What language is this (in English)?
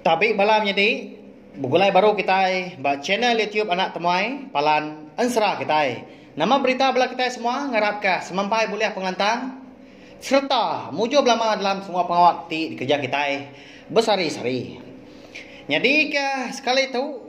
Iban